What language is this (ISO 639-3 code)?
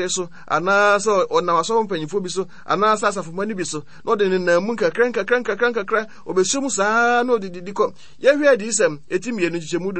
aka